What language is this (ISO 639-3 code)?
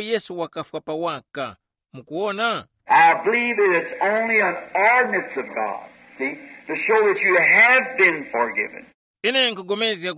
tum